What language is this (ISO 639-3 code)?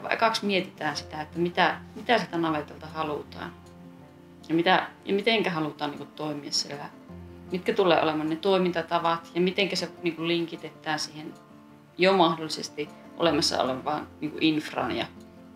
fin